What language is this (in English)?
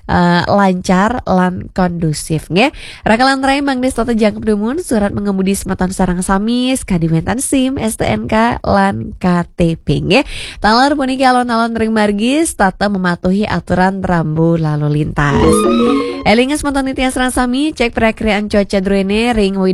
Balinese